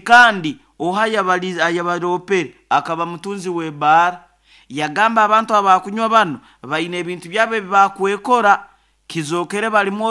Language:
Nyoro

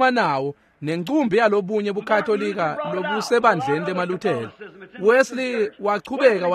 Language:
Swati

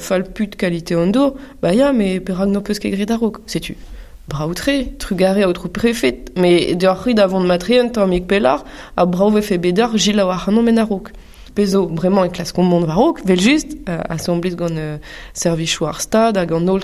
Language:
Breton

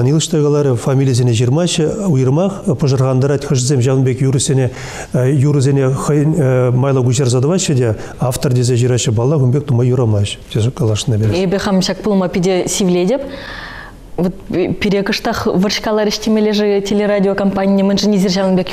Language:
Chuvash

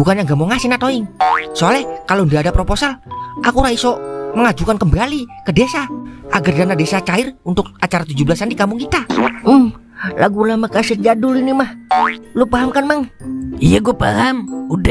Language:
Betawi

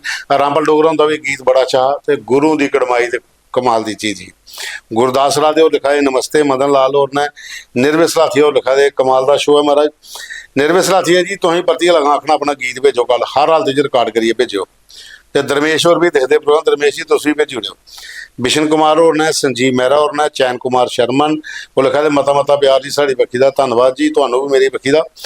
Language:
Dogri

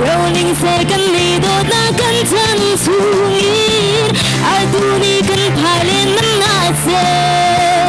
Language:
Hakha Chin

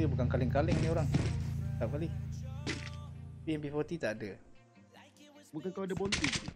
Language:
Malay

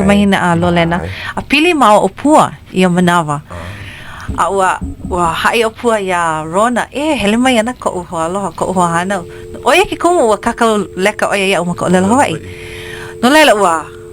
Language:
Hawaiian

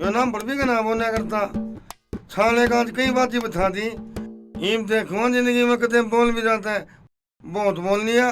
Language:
Haryanvi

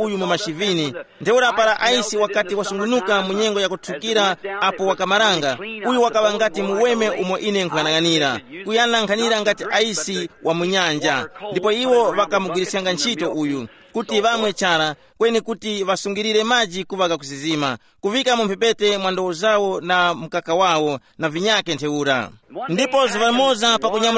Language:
Tumbuka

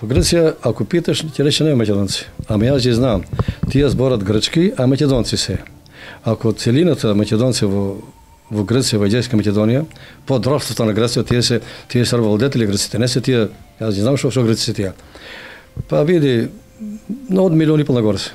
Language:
Macedonian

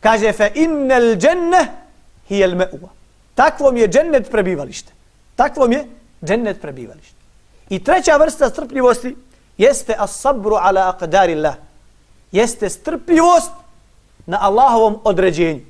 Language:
Bosnian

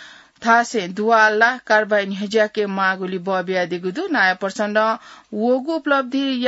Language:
Newari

